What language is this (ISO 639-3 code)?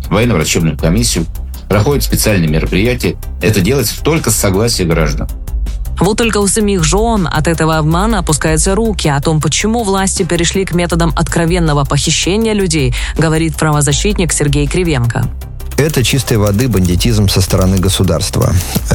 rus